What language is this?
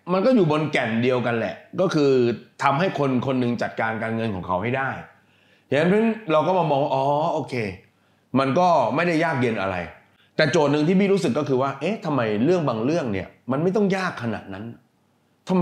Thai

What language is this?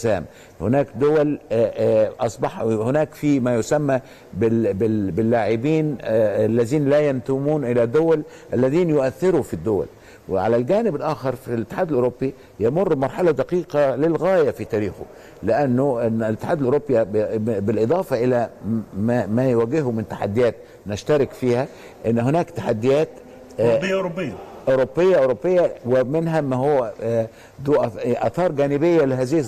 Egyptian Arabic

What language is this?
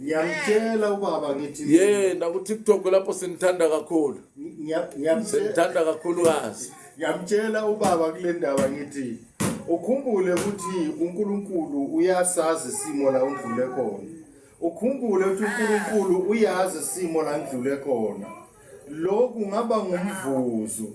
Zulu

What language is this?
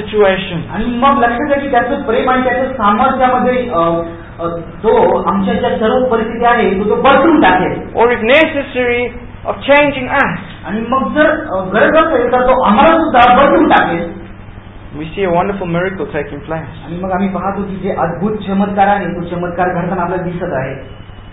Marathi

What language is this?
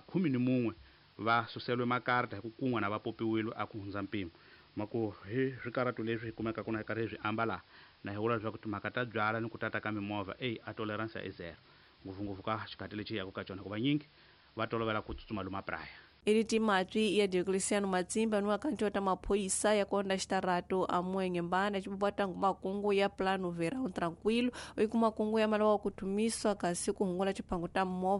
Tsonga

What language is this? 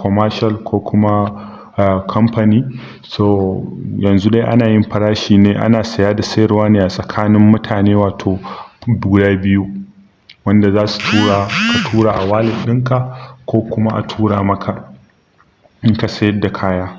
Hausa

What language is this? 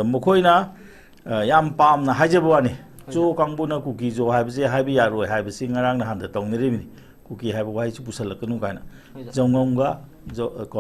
Manipuri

